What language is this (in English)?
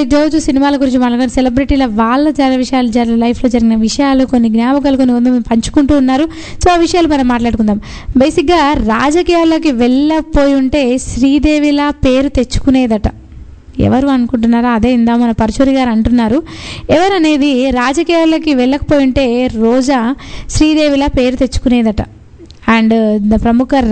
Telugu